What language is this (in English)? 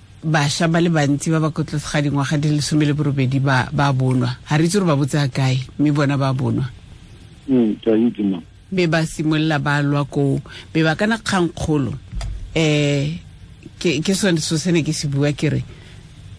Tswana